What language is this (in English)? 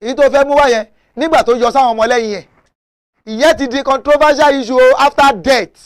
Yoruba